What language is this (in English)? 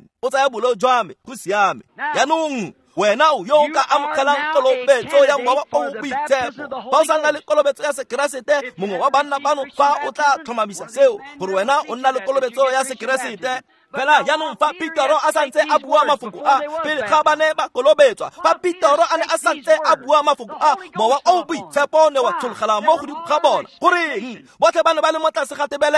Tswana